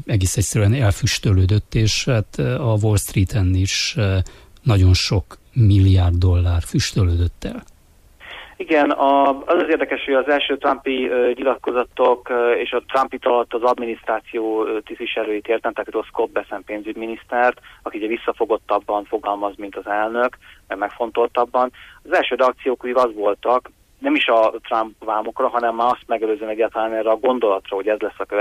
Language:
Hungarian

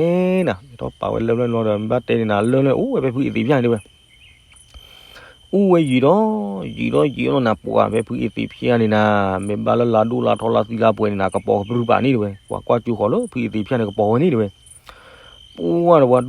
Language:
S'gaw Karen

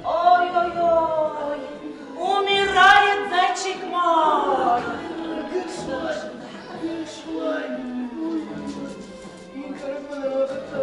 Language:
Bashkir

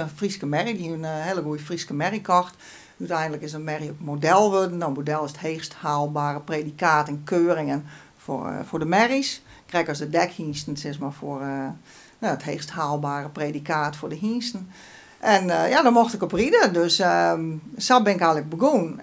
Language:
Western Frisian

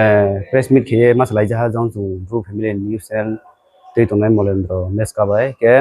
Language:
Riang (India)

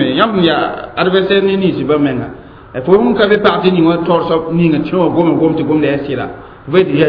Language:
Mossi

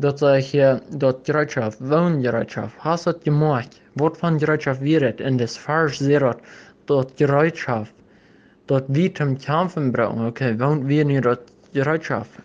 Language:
Plautdietsch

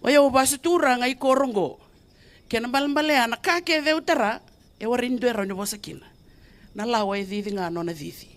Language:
Fijian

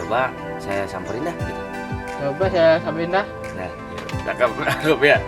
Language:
Betawi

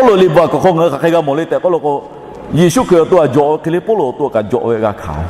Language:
Lahu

